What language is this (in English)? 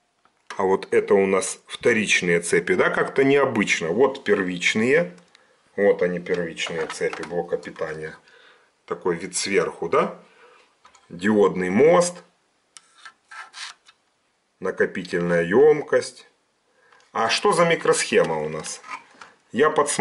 Russian